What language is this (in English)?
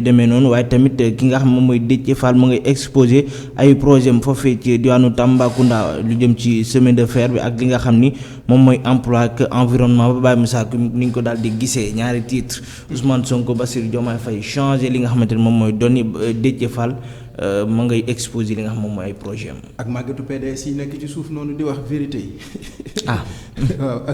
Wolof